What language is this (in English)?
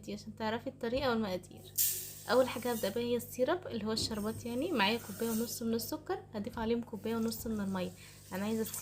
Egyptian Arabic